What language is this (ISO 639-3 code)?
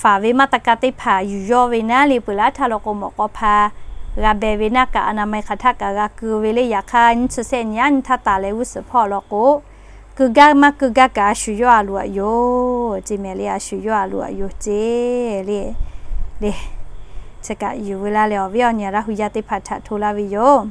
lhu